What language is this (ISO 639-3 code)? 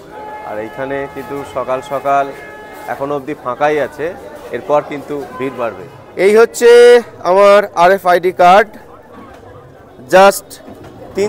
ben